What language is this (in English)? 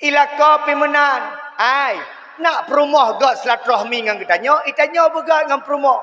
Achinese